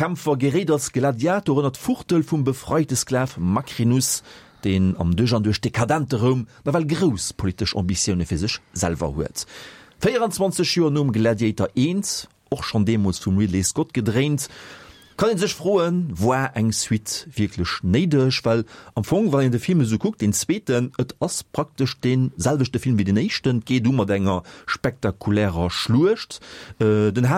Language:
Luxembourgish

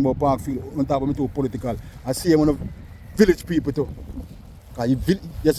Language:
Jamaican Creole English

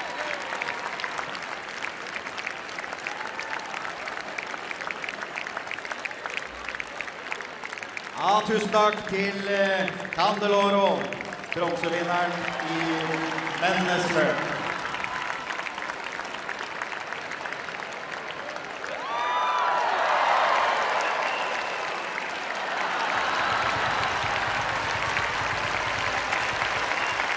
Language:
Norwegian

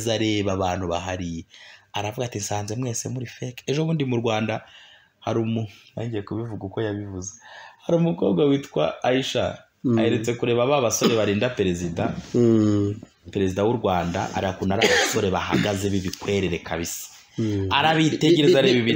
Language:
Kinyarwanda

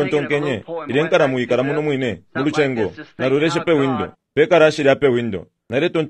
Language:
Bemba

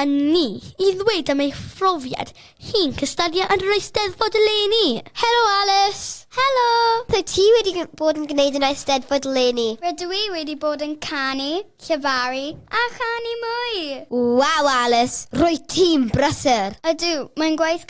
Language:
Welsh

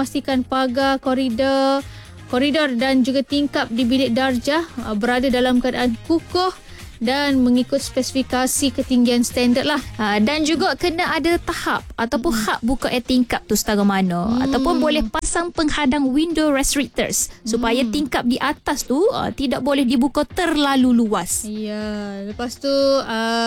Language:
Malay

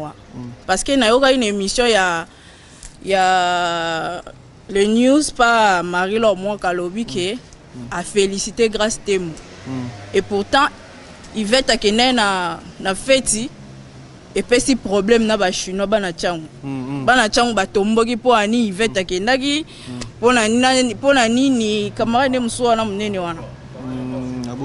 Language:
Lingala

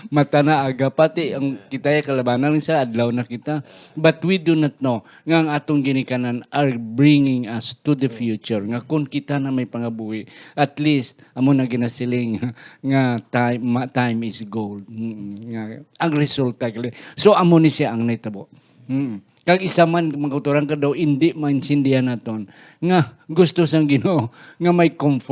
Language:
Hiligaynon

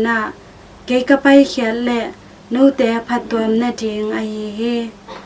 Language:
Tedim Chin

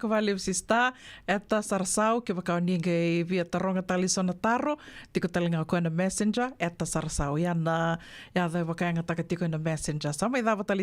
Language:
Fijian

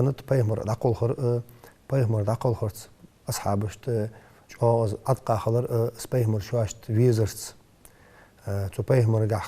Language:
Ingush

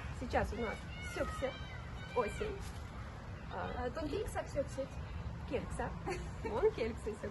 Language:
Moksha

